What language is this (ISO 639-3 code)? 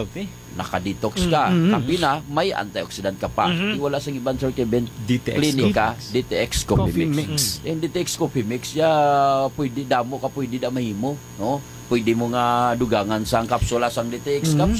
hil